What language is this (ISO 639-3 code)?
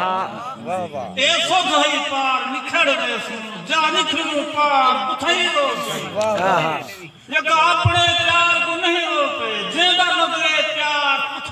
skr